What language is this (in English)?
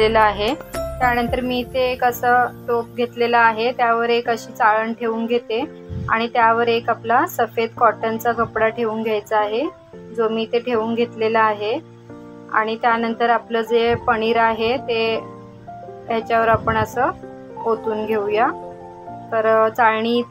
Marathi